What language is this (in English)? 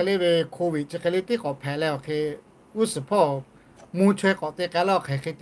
Lahu